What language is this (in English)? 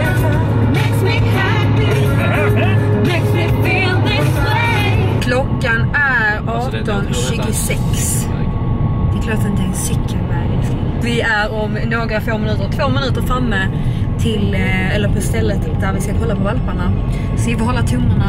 Swedish